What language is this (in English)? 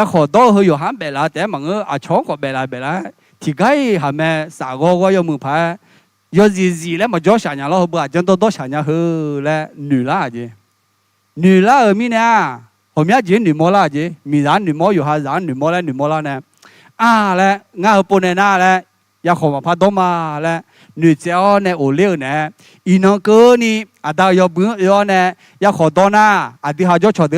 Akha